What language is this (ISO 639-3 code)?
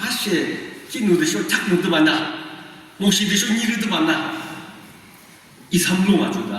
yim